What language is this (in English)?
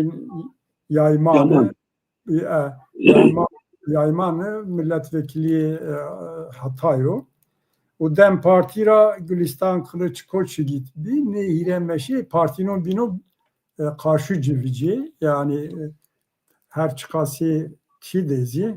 Zaza